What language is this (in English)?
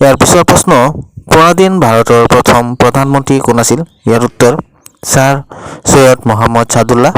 Assamese